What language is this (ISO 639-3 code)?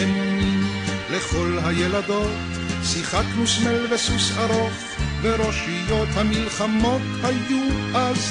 heb